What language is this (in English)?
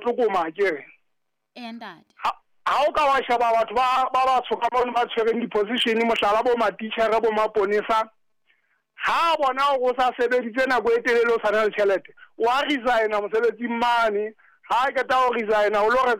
Southern Sotho